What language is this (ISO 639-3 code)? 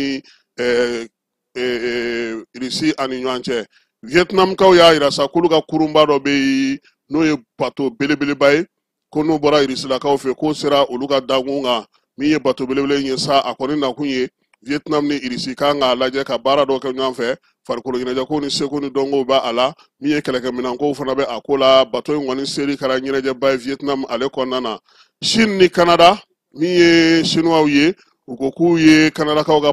bam